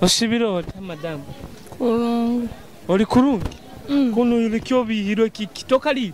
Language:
Nyoro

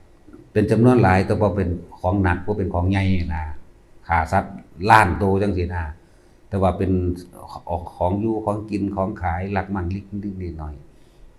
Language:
Lao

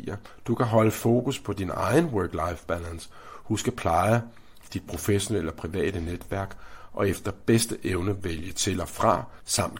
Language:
Danish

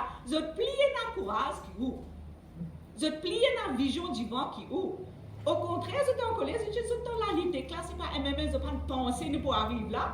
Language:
Morisyen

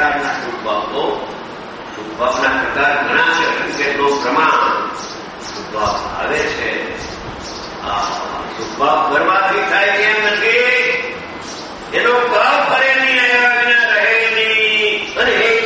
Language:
Gujarati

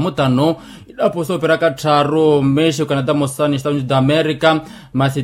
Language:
Makhuwa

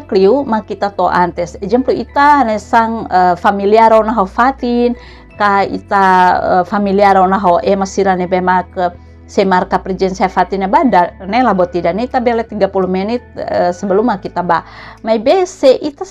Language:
Tetum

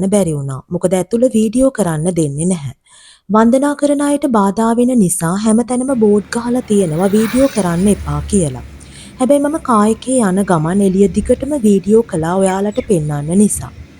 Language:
Sinhala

